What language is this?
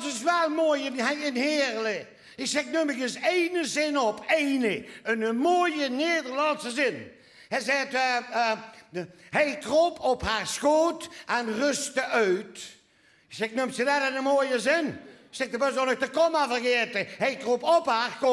Limburgish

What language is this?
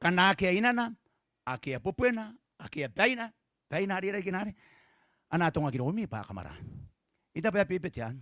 Gilbertese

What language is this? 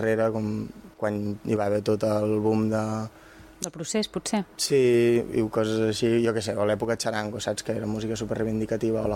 Catalan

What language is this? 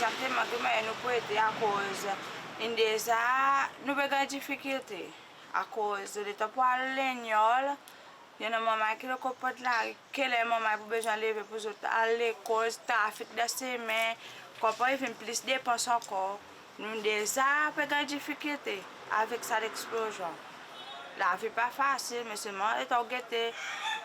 Seselwa Creole French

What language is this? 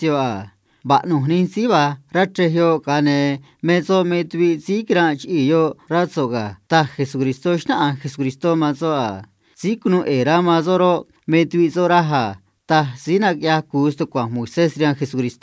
Copala Triqui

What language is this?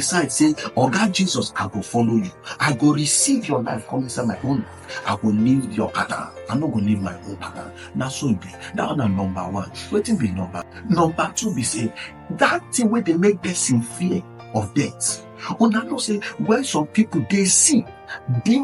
Nigerian Pidgin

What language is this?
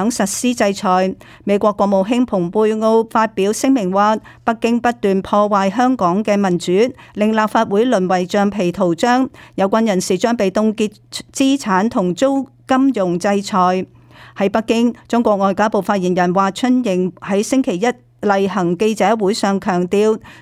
Cantonese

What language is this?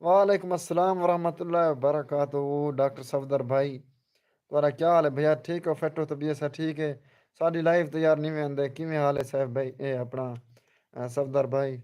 Saraiki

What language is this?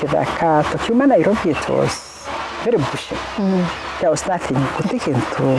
Meru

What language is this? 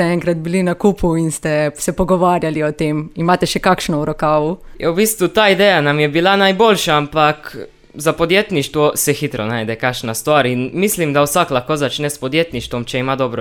Slovenian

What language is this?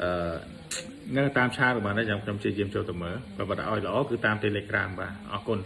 Khmer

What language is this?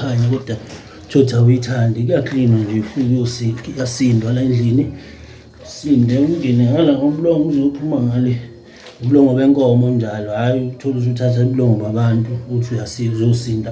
Zulu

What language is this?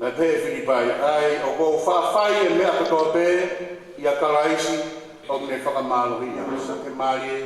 Tongan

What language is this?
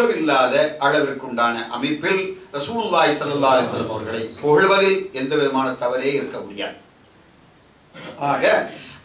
Tamil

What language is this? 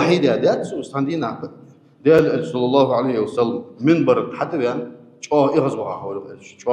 Ingush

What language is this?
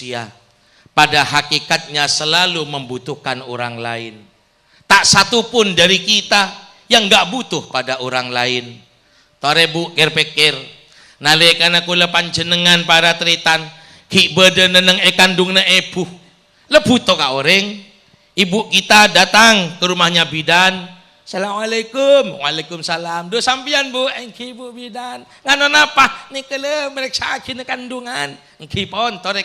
Madurese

